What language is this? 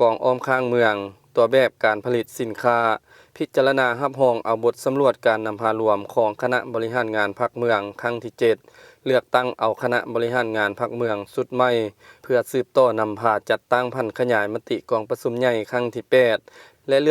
Lao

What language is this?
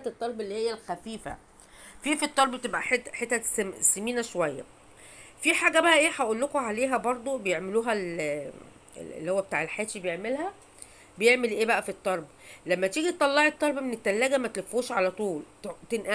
Egyptian Arabic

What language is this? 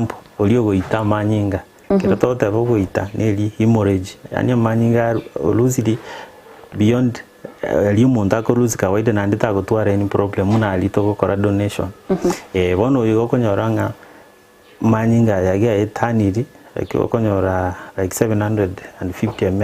Gusii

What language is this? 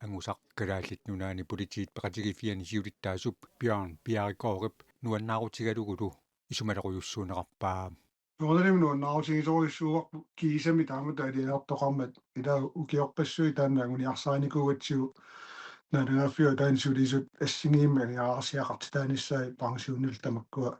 Kalaallisut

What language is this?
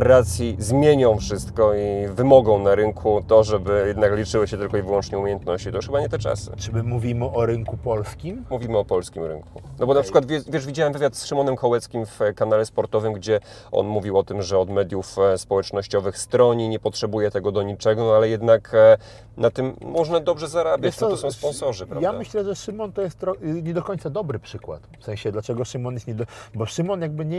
Polish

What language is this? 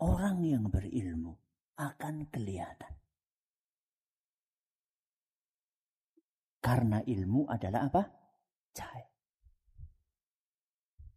Indonesian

